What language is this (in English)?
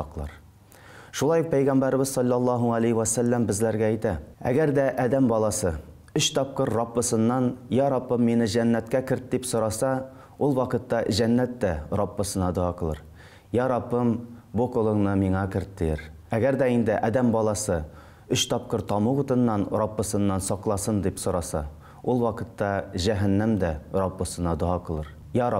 Tatar